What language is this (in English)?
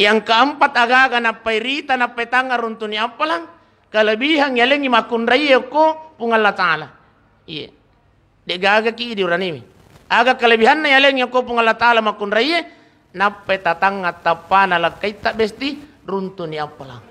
Buginese